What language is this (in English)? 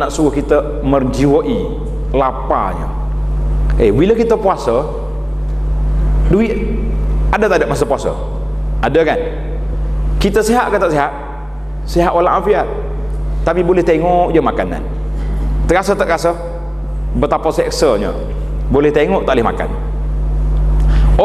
Malay